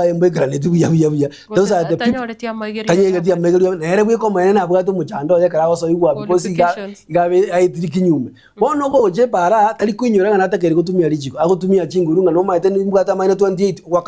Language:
Gusii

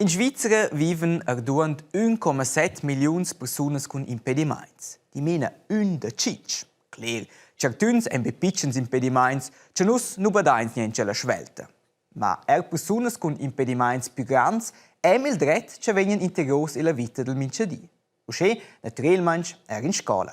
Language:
Romansh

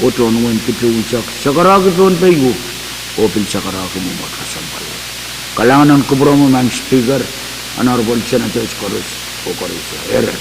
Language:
Pohnpeian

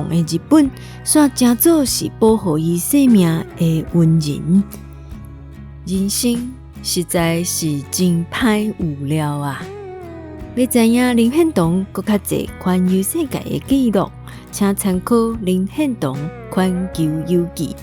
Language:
Min Nan Chinese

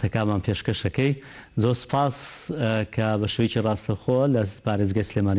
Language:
Central Kurdish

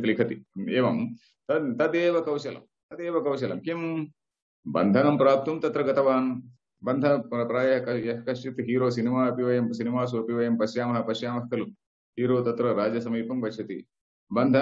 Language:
Sanskrit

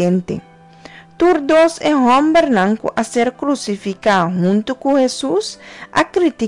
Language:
Papiamento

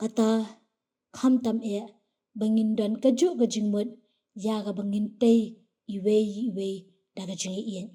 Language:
Khasi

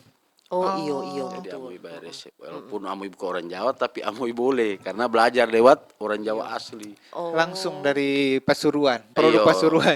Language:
Manado Malay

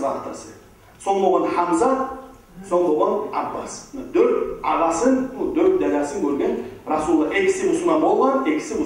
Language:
Kumyk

